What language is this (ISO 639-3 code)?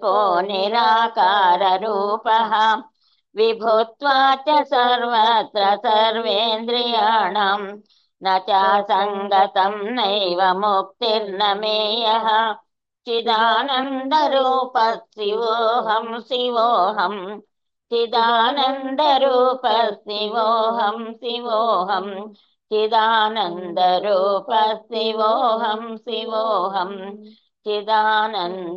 san